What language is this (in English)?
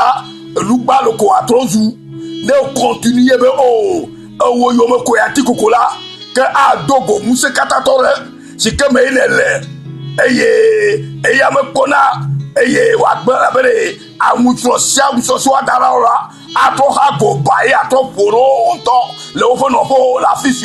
Ewe